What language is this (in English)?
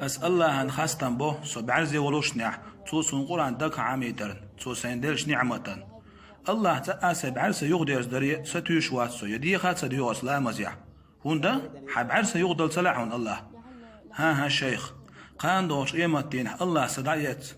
Chechen